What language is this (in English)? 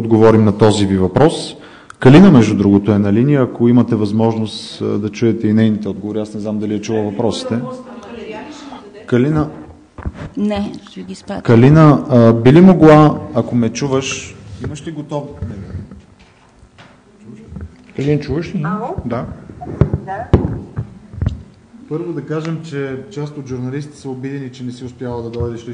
Bulgarian